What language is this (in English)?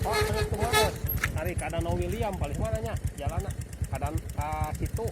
Sundanese